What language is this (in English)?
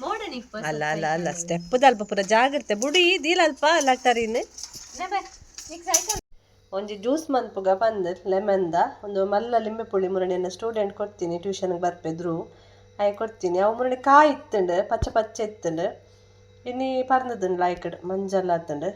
Tulu